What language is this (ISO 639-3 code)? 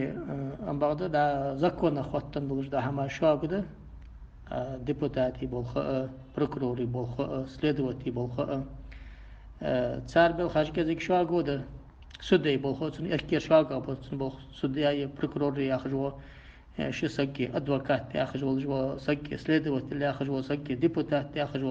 inh